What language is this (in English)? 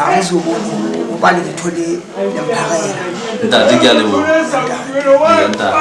Southern Sotho